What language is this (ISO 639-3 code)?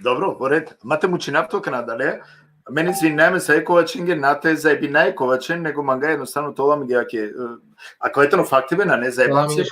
rmn